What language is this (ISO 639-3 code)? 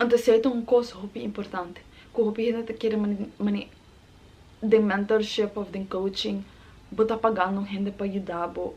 pap